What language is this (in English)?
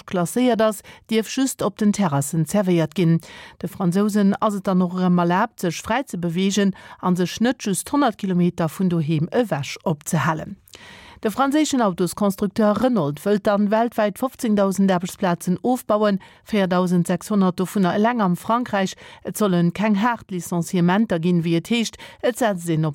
Luxembourgish